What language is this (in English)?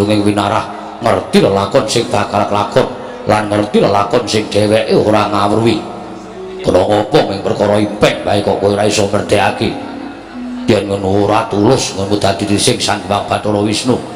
Javanese